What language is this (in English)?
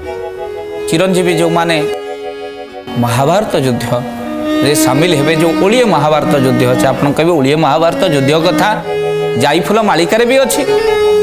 Odia